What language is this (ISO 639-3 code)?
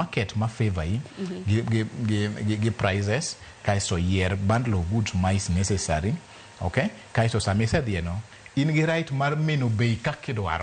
luo